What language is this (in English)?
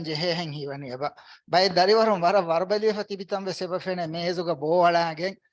Divehi